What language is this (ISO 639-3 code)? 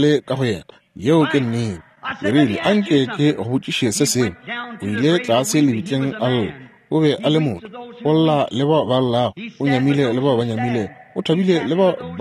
nso